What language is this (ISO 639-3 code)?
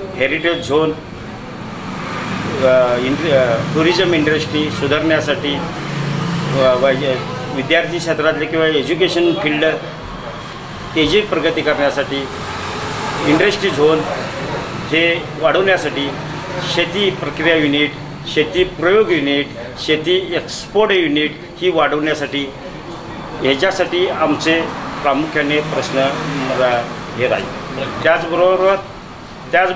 mar